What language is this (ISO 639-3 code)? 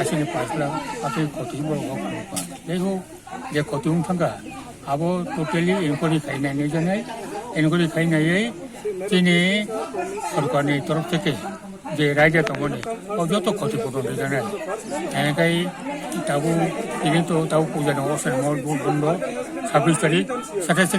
trp